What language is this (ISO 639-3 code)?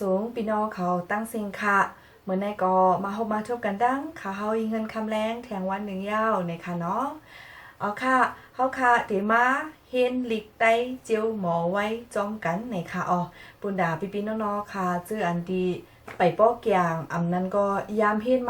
shn